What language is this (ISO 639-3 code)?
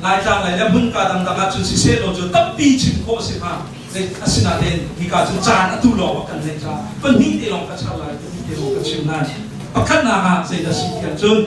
cnh